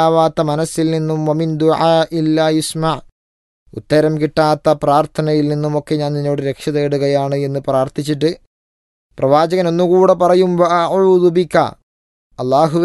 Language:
Malayalam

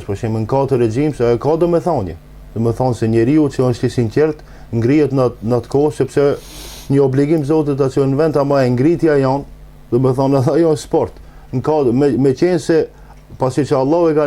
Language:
Albanian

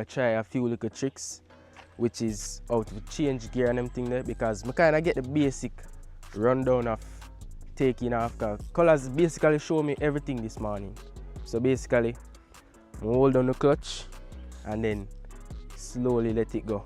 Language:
Jamaican Creole English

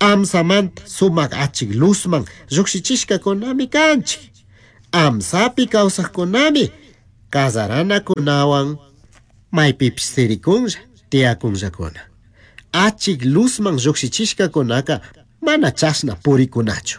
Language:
Chimborazo Highland Quichua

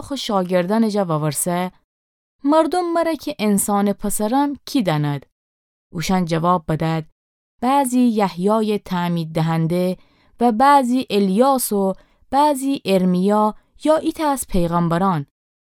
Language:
Gilaki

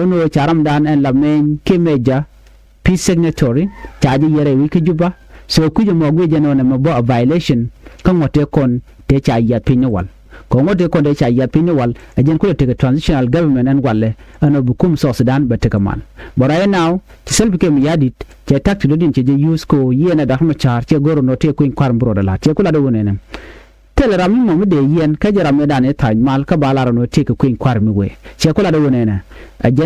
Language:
Nuer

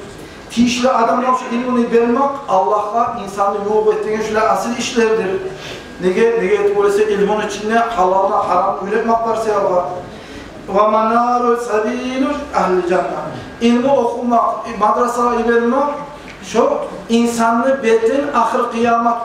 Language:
Kumyk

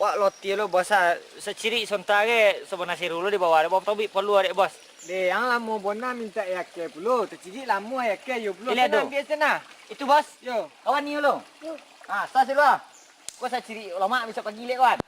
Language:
Minangkabau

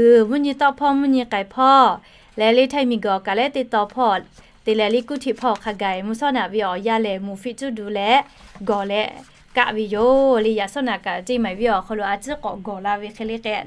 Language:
Lahu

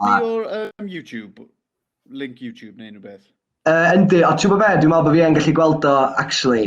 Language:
Welsh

